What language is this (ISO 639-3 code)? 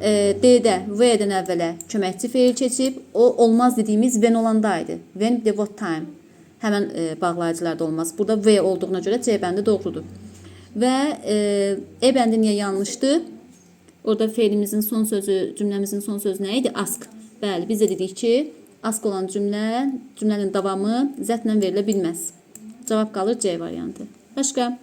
aze